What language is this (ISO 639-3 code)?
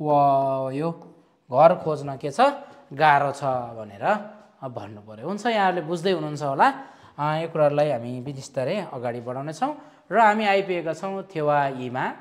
nep